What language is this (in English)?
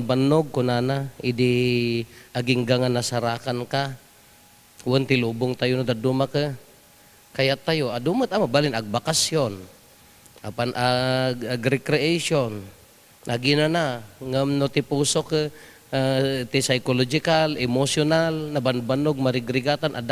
Iloko